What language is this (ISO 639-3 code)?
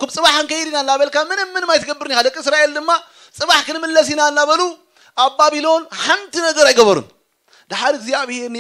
tir